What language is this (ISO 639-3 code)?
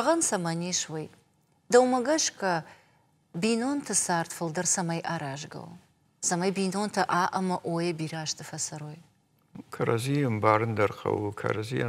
oss